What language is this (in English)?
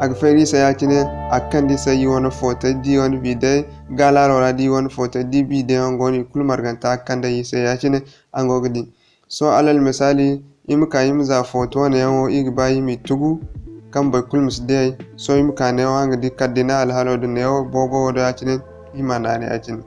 Zarma